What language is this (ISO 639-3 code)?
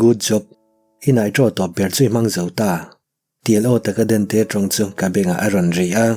lus